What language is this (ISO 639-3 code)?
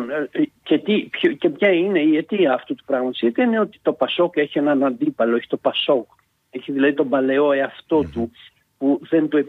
ell